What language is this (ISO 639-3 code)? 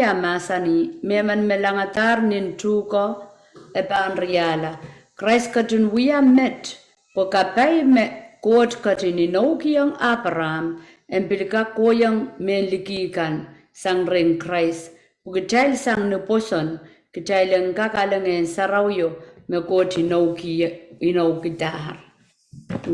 pon